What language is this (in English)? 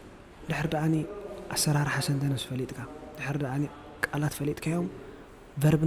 Tigrinya